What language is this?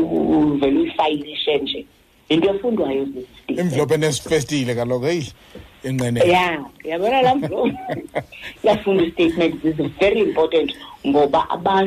Xhosa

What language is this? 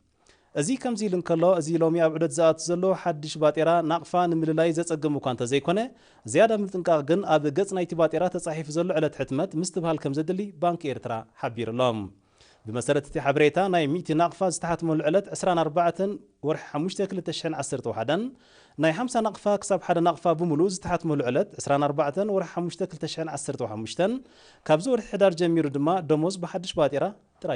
Tigrinya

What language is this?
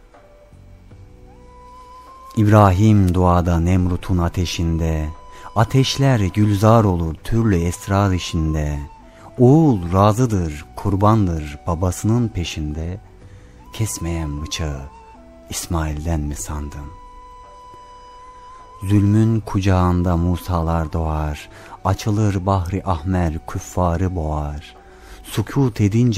Turkish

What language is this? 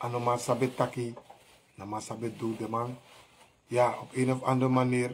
Sranan Tongo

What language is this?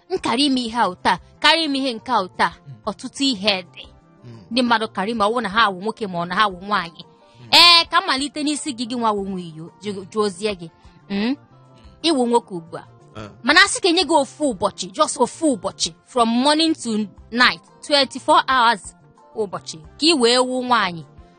Igbo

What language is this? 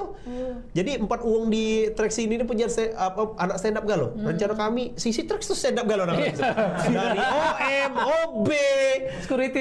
Musi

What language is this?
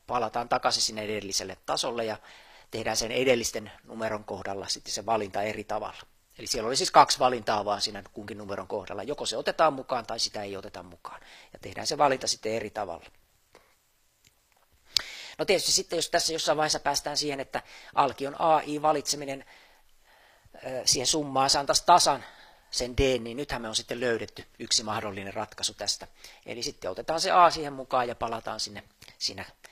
Finnish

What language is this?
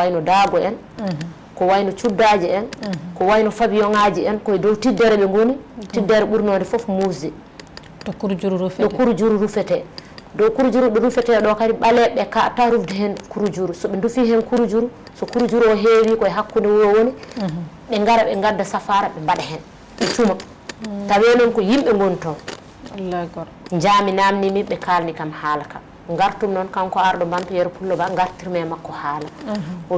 Fula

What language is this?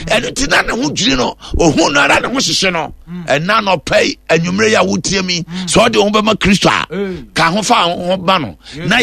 Akan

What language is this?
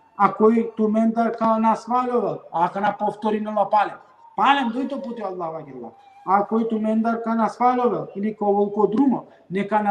Balkan Romani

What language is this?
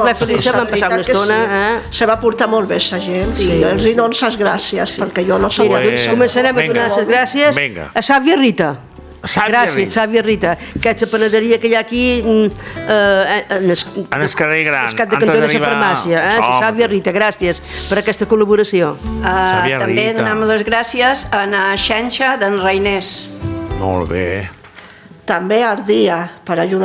Catalan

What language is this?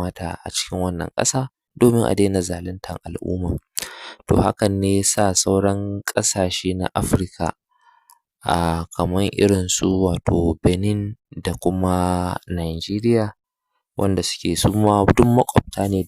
Hausa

